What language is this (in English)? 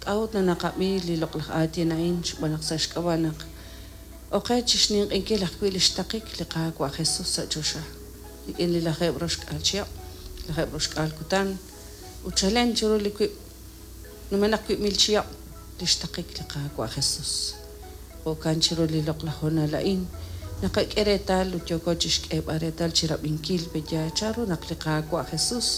Kekchí